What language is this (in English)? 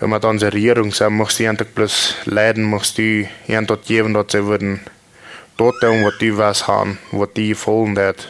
Plautdietsch